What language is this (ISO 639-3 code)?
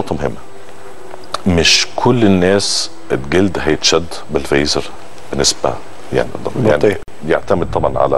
arz